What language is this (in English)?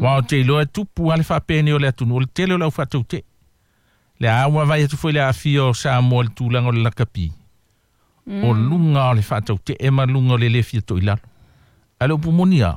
Samoan